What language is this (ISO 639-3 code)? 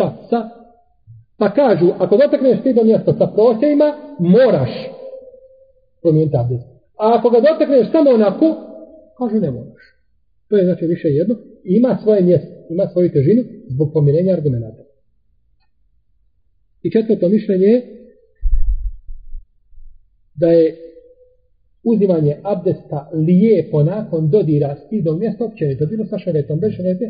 bos